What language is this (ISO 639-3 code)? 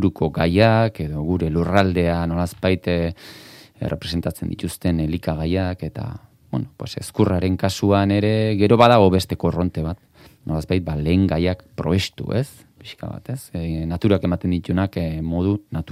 eus